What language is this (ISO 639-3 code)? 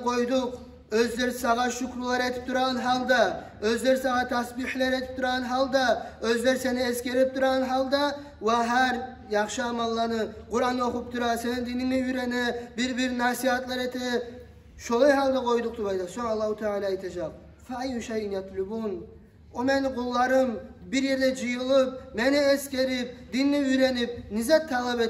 kum